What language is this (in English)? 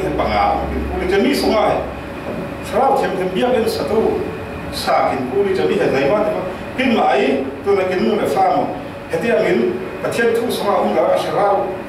Falam Chin